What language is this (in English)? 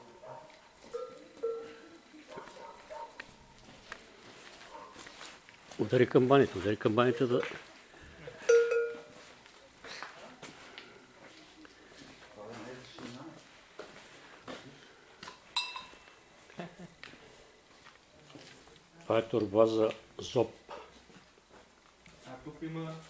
Bulgarian